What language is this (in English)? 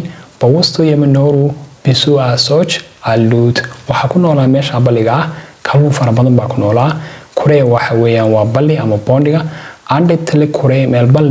Somali